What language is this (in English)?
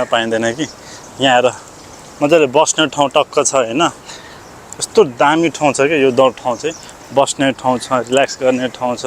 Nepali